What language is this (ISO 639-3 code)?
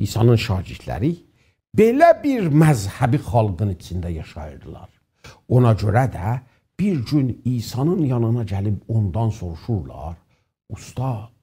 azb